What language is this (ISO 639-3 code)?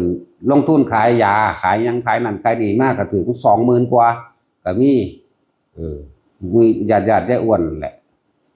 tts